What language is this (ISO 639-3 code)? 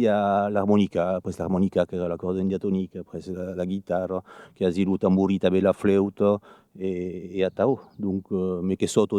oci